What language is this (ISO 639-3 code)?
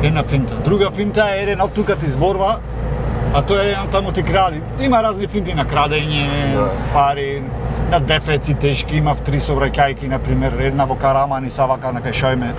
mkd